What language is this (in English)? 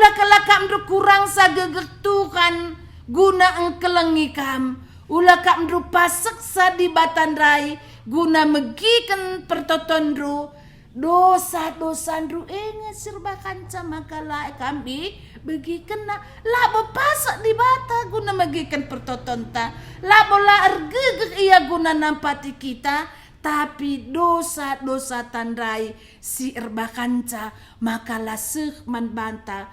Batak Karo